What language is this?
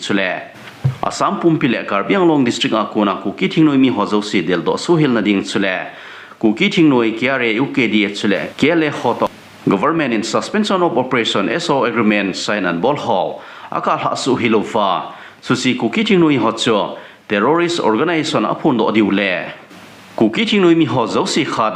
Thado Chin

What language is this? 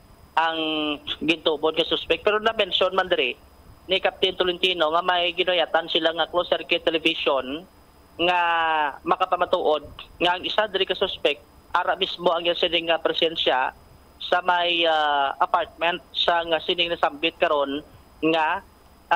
Hiligaynon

